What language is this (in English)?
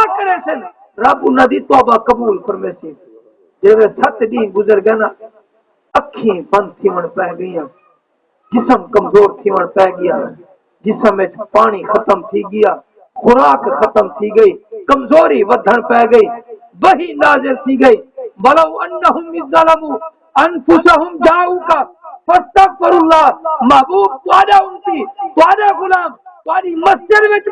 Saraiki